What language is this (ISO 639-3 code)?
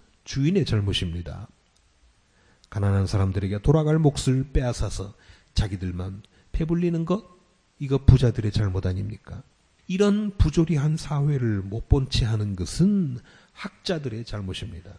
kor